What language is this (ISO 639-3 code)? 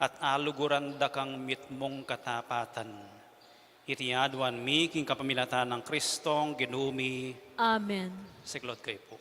pam